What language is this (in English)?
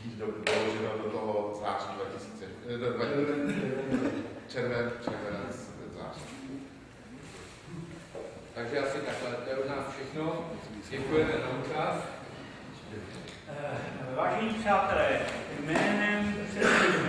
Czech